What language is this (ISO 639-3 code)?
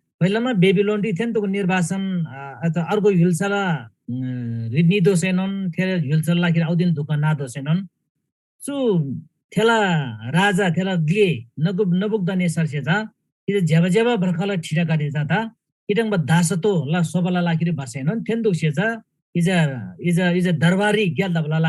taj